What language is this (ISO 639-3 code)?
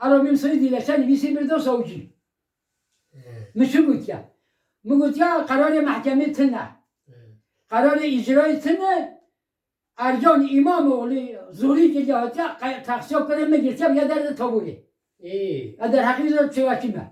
kur